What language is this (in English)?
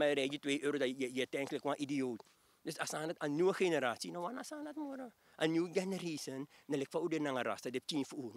Sranan Tongo